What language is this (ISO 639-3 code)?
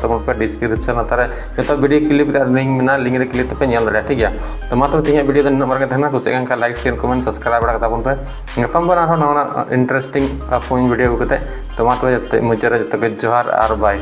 sat